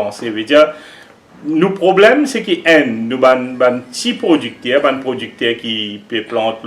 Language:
Morisyen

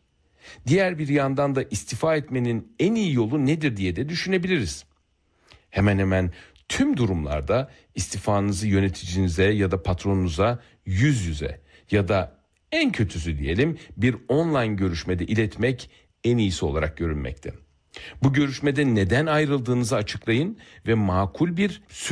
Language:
Turkish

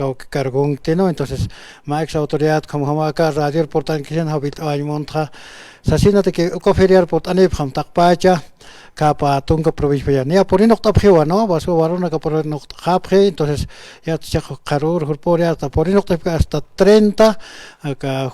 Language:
Aymara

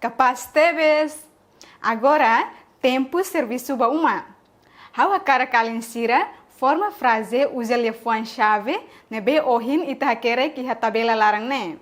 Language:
Tetum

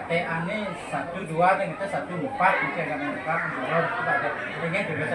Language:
Balinese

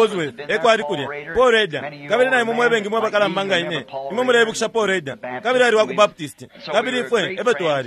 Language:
Bemba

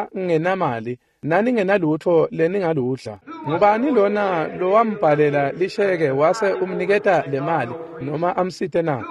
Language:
Swati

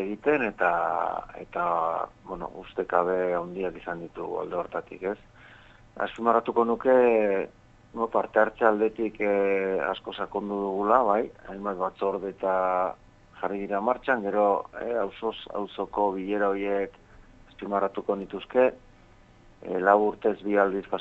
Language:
Basque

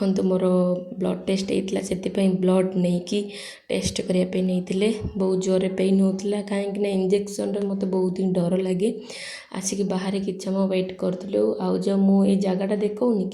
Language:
Odia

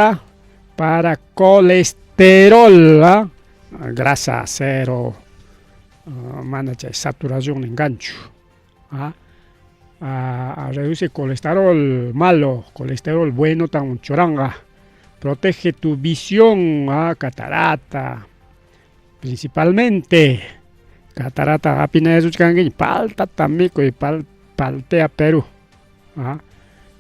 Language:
Ayacucho Quechua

